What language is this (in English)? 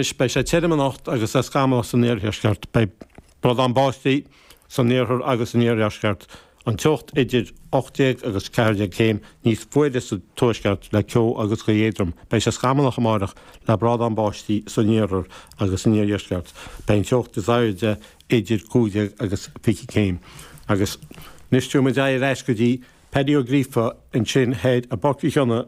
Irish